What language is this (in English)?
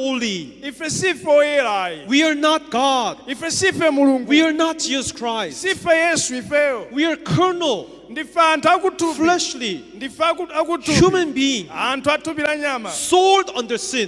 Nyanja